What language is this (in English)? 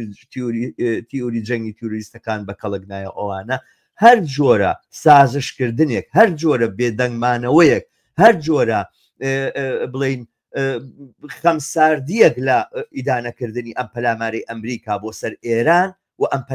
Central Kurdish